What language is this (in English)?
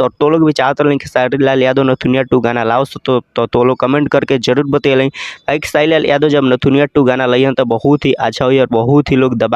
Bhojpuri